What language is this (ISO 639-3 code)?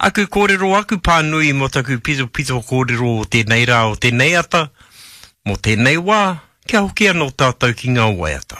mri